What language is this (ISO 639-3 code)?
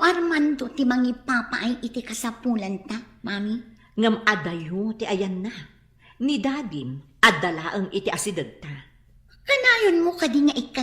ilo